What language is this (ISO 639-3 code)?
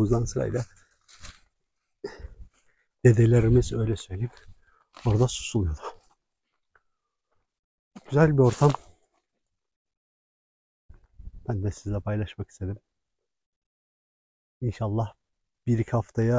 tur